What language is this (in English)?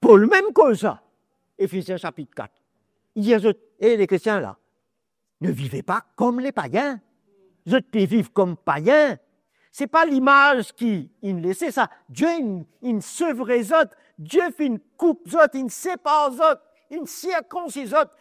Morisyen